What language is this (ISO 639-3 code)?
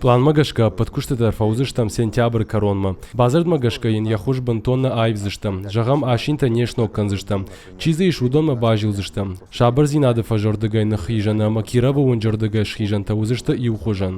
oss